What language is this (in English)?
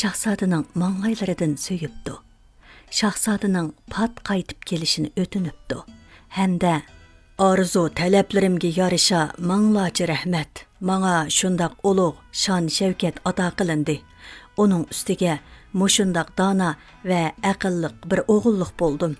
Uyghur